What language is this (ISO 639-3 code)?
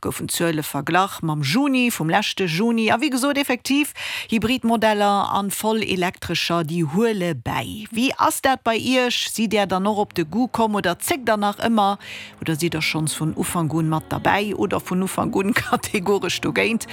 ltz